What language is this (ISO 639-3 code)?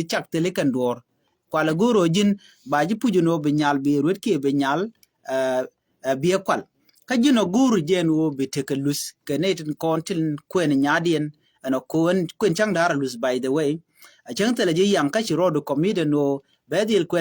nus